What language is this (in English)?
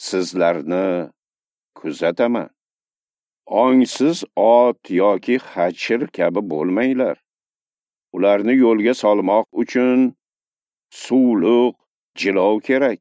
Uzbek